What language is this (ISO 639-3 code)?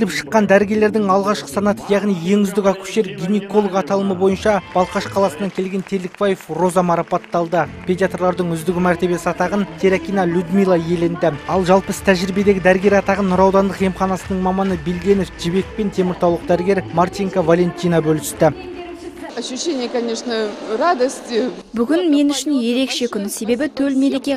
kaz